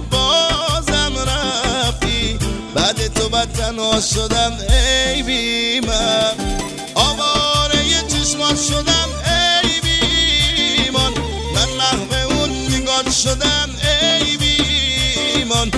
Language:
Persian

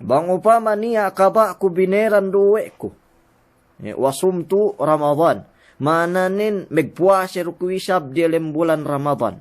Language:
Yakan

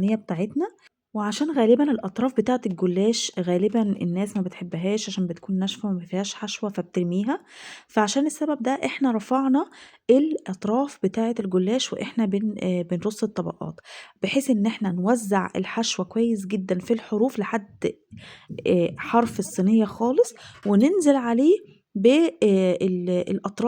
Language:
Egyptian Arabic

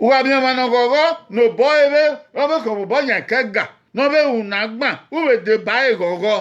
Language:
Bini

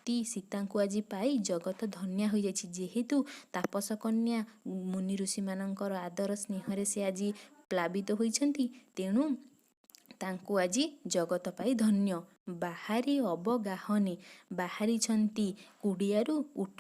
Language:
Odia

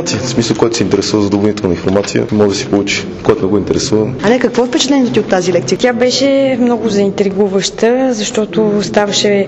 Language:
Bulgarian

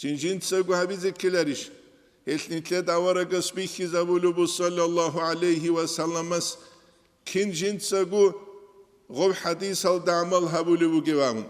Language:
Avaric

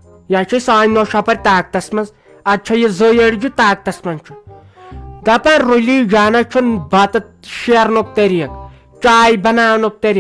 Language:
Kashmiri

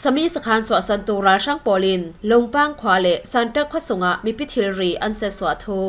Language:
Falam Chin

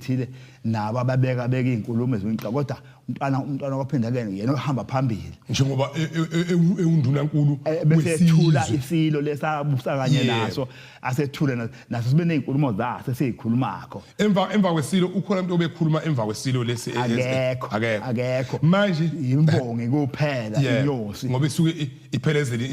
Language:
Zulu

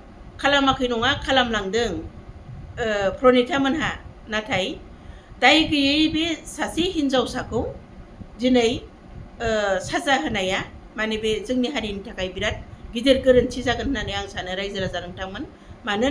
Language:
Bodo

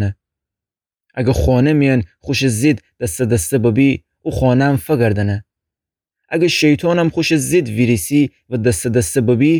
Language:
Gilaki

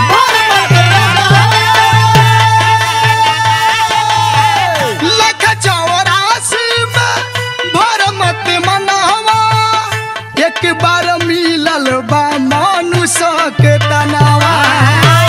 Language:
Bhojpuri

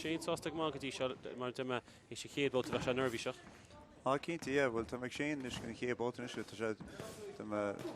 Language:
Irish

